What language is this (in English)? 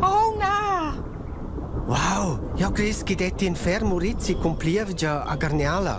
Romansh